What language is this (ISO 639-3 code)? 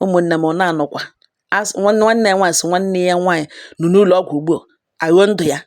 ibo